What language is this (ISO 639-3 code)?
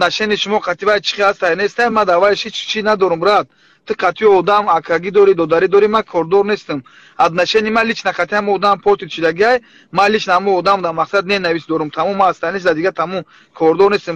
tgk